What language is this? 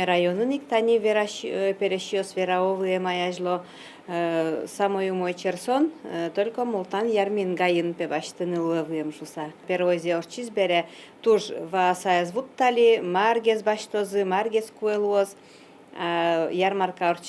Udmurt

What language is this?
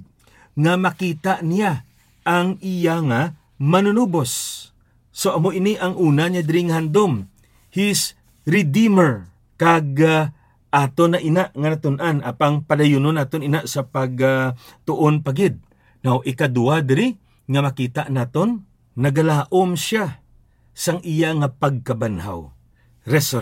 Hiligaynon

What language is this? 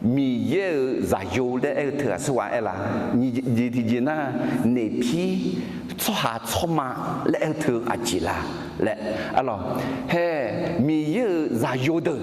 Akha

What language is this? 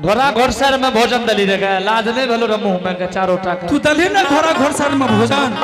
Angika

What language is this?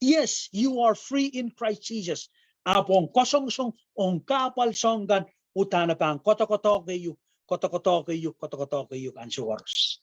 Pohnpeian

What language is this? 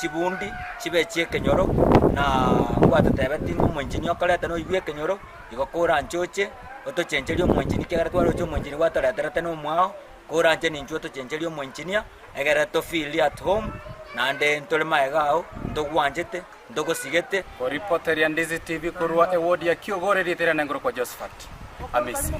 Gusii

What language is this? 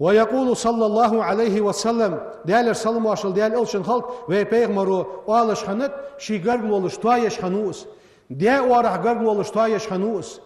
Ingush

